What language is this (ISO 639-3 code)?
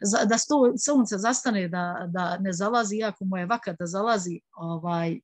bos